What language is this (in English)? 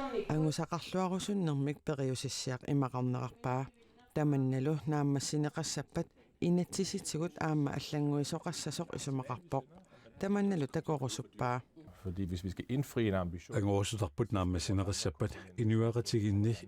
Kalaallisut